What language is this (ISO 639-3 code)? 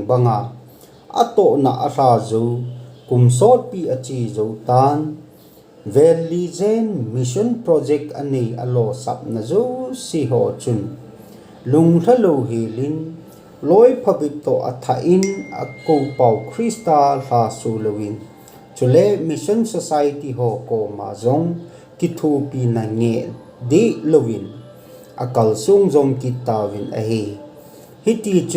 tcz